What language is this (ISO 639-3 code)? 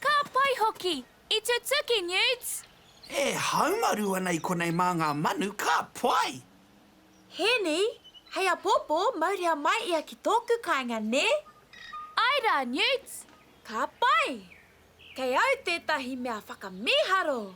mri